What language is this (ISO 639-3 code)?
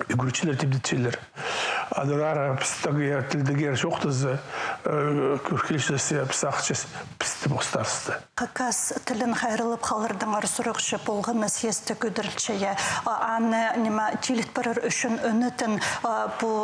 kjh